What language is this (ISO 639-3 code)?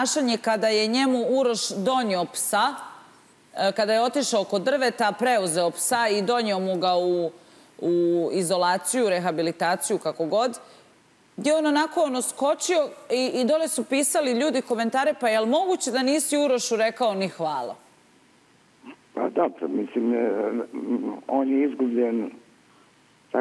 srp